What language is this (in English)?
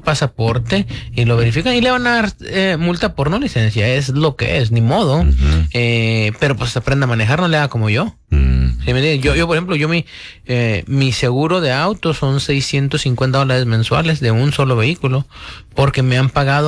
Spanish